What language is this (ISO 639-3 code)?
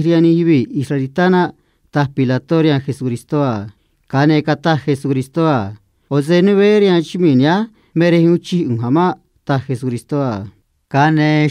trc